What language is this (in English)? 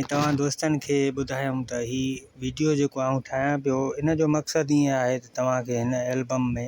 Sindhi